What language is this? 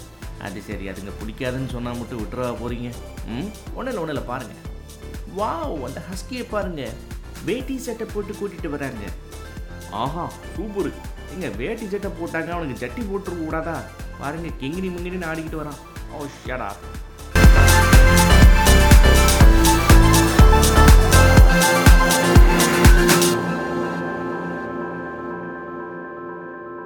Tamil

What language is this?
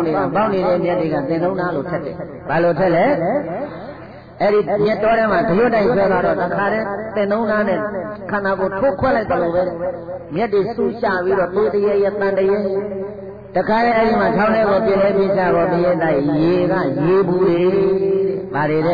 Burmese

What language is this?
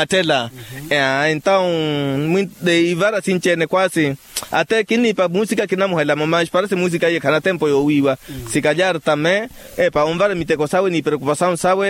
Makhuwa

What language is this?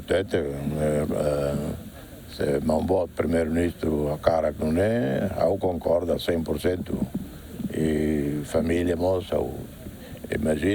Tetum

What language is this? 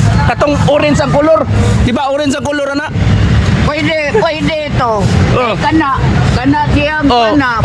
Cebuano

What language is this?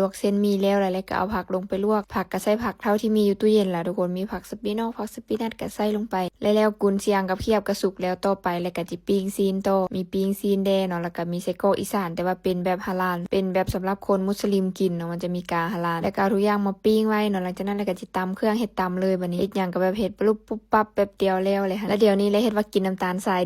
Lao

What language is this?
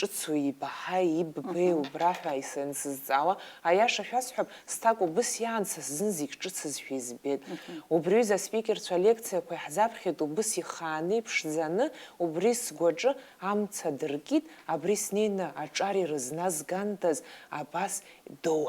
Abkhazian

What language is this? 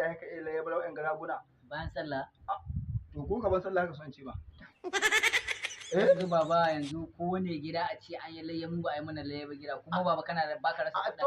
Hausa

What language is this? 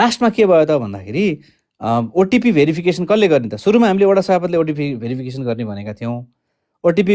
Nepali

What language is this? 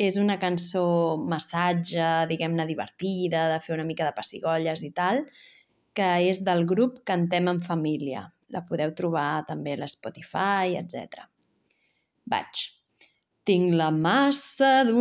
Catalan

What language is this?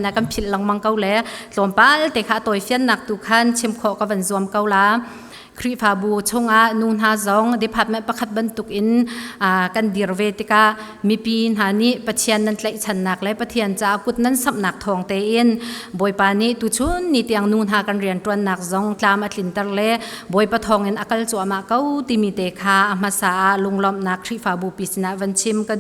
Falam Chin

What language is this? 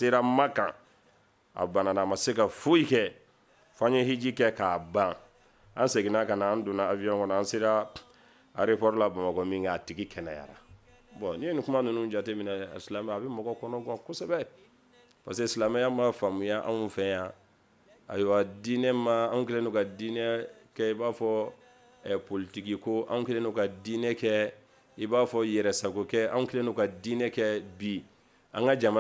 Bambara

